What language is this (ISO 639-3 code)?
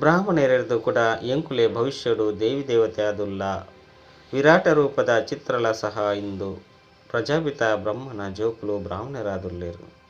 tcy